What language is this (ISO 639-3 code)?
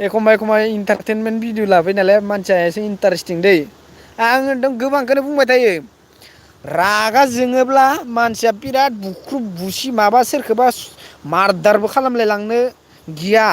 brx